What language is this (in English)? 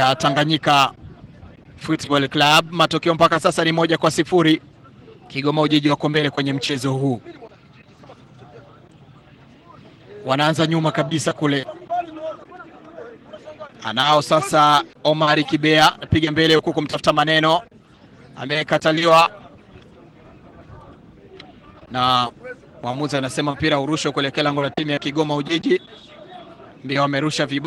Swahili